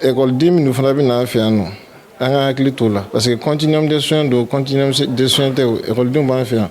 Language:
Bambara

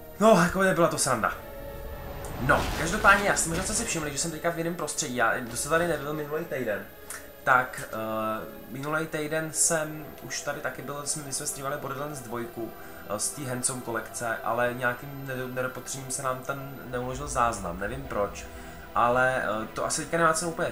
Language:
Czech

